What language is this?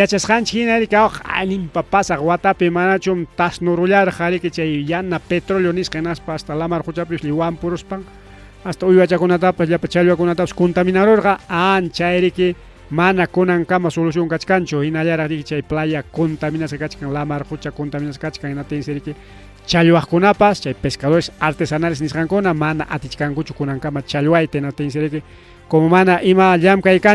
Ayacucho Quechua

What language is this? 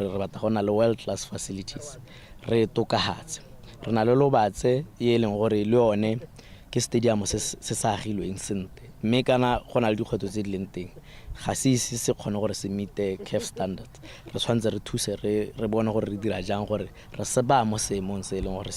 Tswana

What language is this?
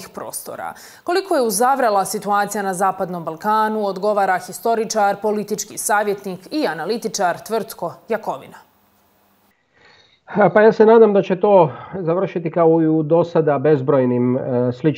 Bosnian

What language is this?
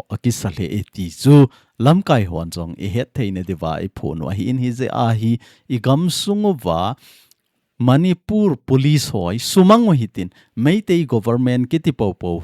Thado Chin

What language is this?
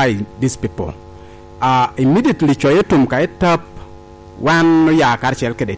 Lango (Uganda)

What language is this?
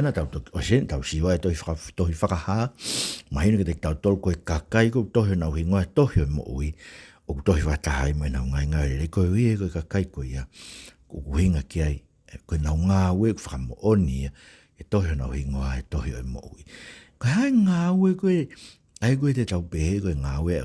Tongan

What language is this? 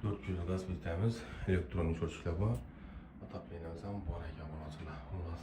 Uzbek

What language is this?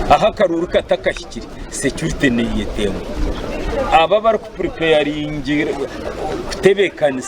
Nyankole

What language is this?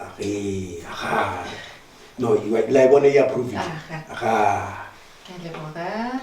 Northern Sotho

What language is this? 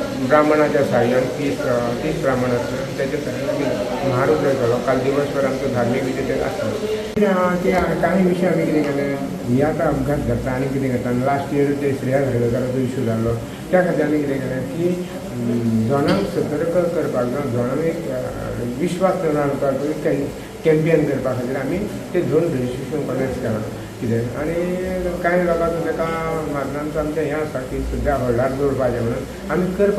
Konkani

